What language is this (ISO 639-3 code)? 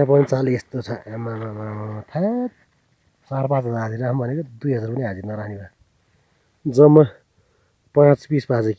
nep